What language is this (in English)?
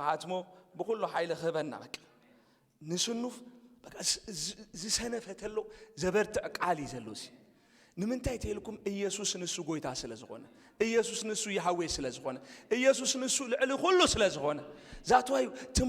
Tigrinya